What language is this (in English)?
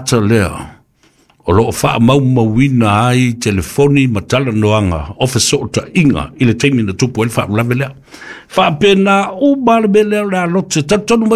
Samoan